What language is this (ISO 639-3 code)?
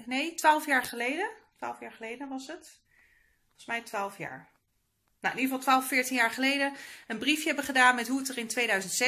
nld